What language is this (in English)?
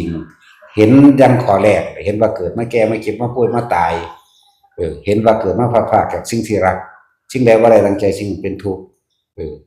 Northeastern Thai